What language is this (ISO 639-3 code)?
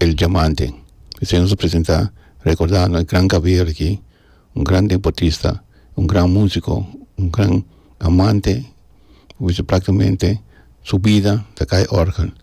pap